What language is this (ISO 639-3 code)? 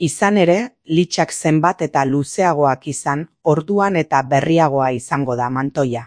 eus